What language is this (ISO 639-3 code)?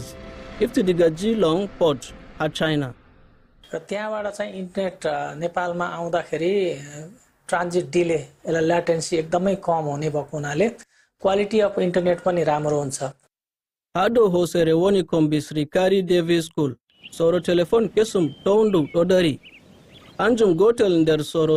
fuv